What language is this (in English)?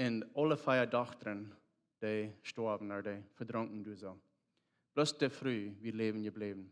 Plautdietsch